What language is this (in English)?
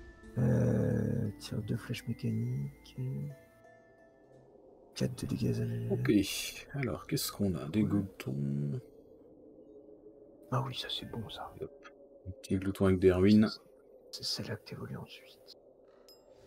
French